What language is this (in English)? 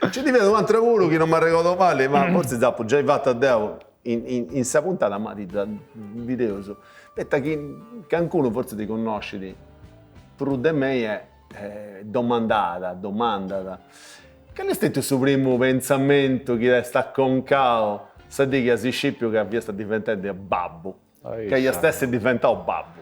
Sardinian